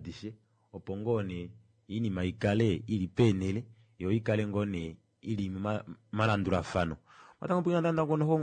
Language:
Kuanyama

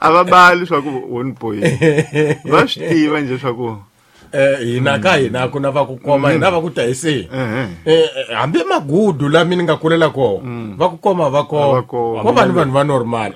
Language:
Tsonga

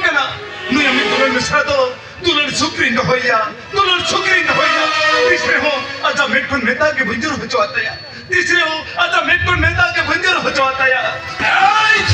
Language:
Santali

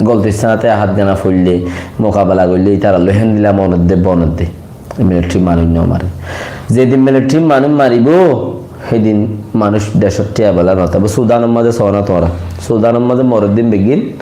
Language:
Rohingya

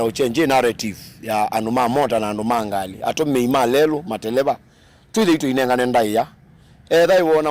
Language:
Kamba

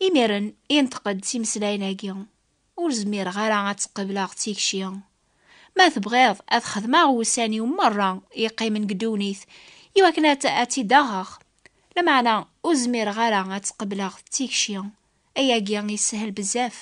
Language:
Kabyle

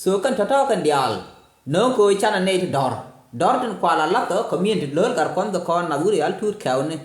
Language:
Nuer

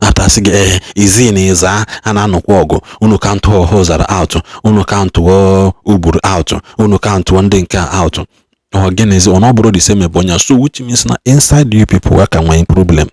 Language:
Igbo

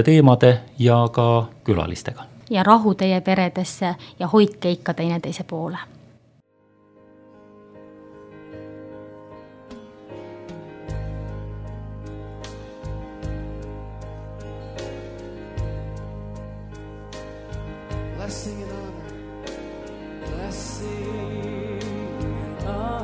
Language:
Estonian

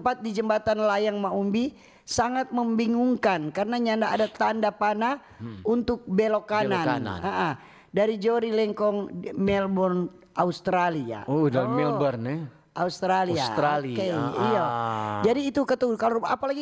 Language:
Manado Malay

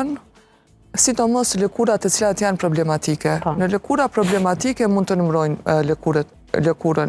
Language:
Albanian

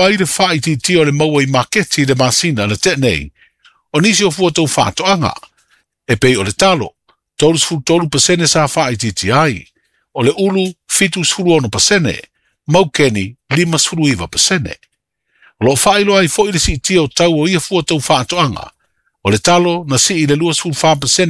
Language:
Samoan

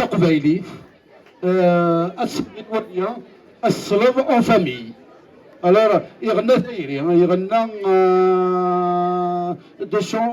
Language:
Kabyle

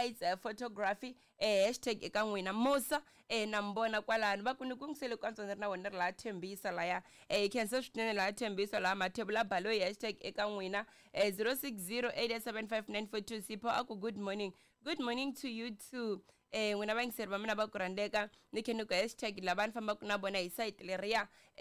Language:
Tsonga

